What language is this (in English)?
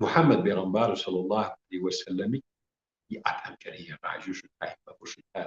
Kabardian